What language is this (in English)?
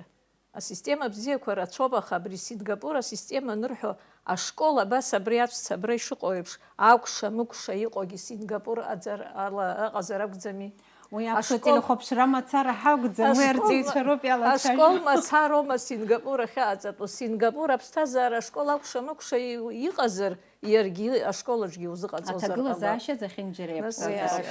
Abkhazian